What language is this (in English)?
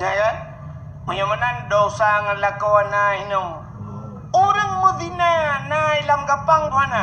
Achinese